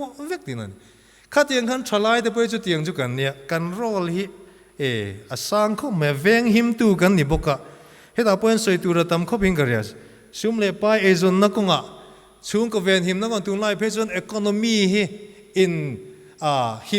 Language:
Mizo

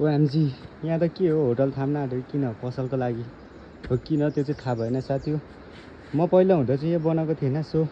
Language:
Nepali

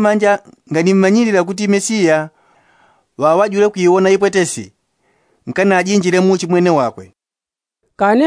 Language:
Yao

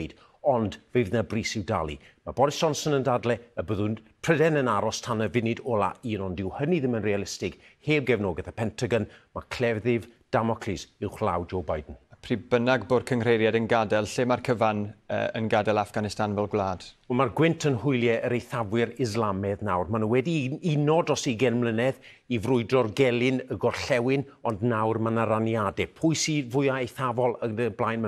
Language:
Welsh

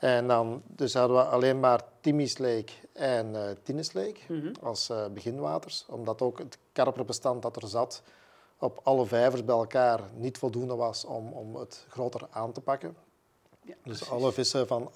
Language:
Dutch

